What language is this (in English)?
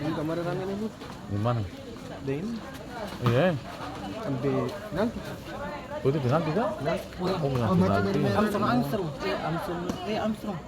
Ambonese Malay